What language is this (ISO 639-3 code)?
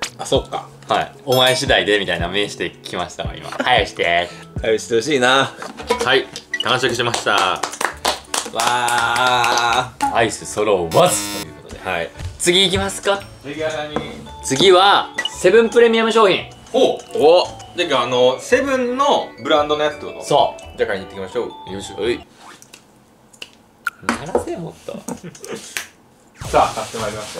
jpn